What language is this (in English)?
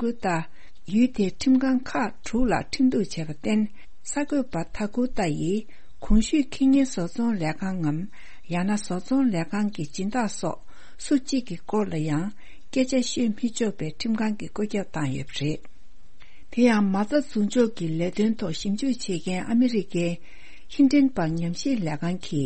Tibetan